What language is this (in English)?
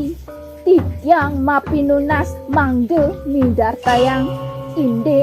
Balinese